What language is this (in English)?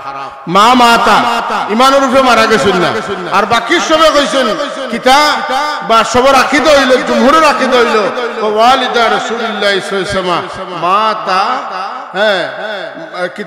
Sylheti